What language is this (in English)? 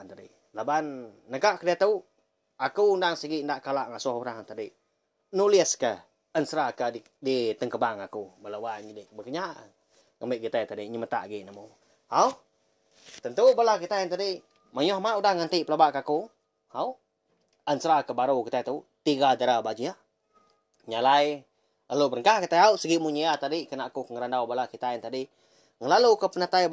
Iban